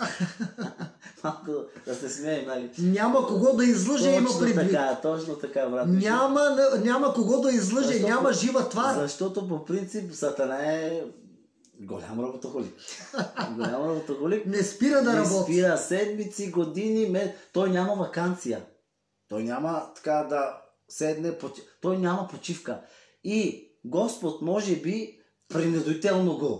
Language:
Bulgarian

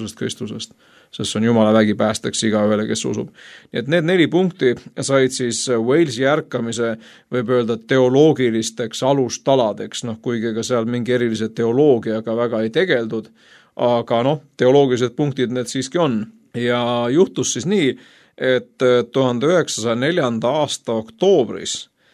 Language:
Estonian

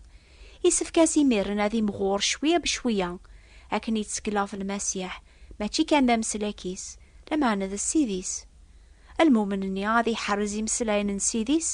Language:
Kabyle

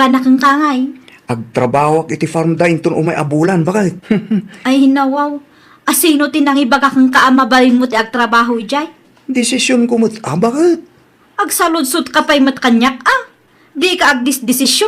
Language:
Iloko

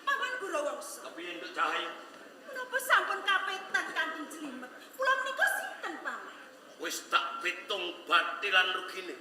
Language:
Javanese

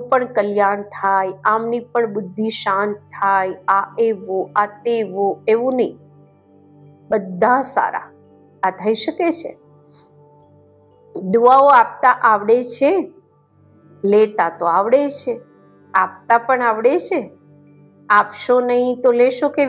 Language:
Gujarati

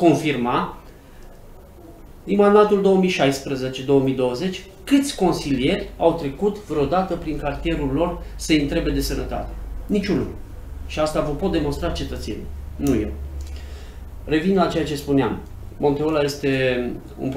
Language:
Romanian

